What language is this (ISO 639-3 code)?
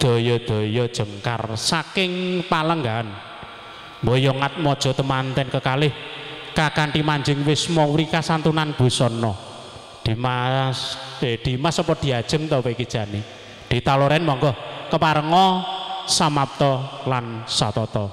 jav